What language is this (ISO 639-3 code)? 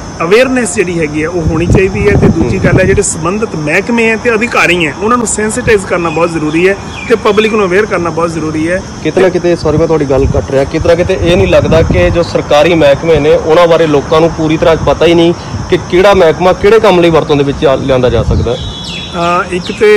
pan